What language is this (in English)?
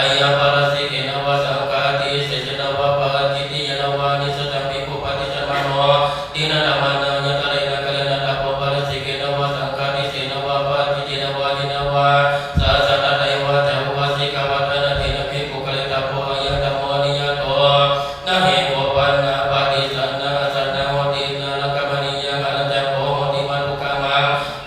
Pali